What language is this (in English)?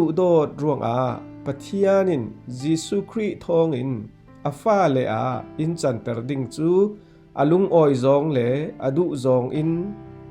Falam Chin